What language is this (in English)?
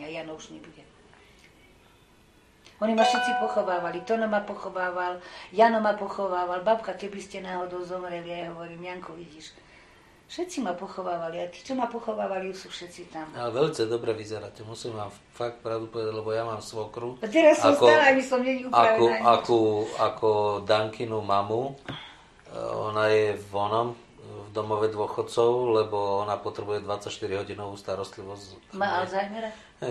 Slovak